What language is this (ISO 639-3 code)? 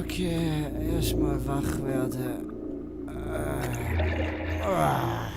gsw